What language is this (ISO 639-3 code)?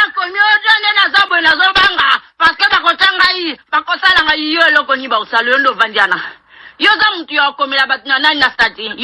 lin